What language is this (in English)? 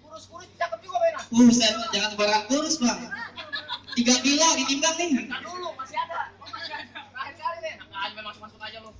Betawi